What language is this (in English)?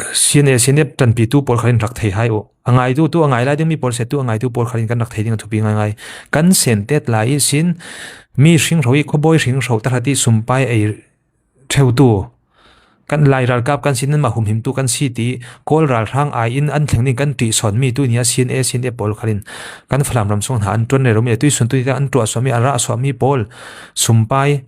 Falam Chin